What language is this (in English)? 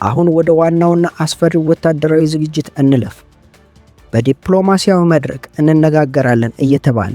Amharic